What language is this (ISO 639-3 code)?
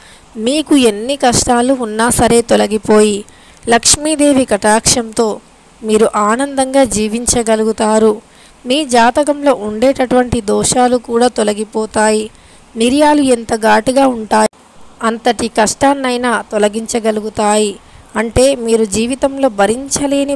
tel